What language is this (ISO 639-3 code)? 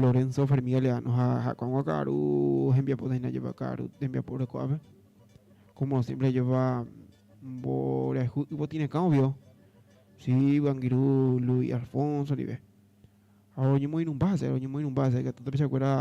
grn